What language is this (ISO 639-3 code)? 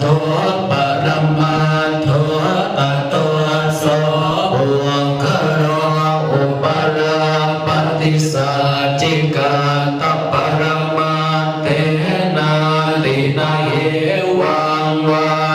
pli